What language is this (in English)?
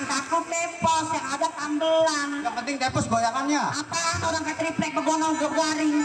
Betawi